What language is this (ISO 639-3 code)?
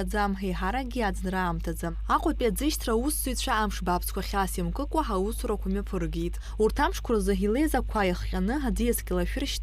abk